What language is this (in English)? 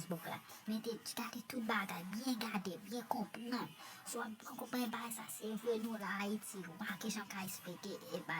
Haitian Creole